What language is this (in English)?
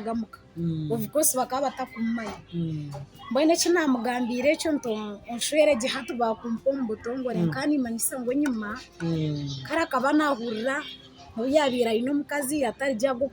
Nyankole